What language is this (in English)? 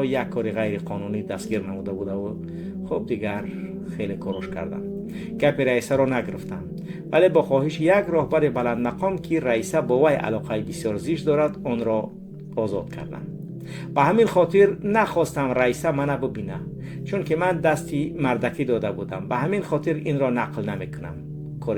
Tajik